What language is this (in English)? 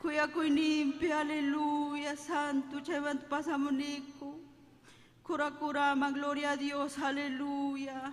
Ayacucho Quechua